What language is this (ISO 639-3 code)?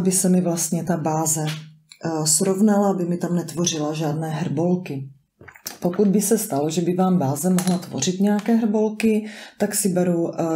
ces